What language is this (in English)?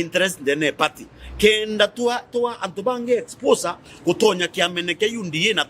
Meru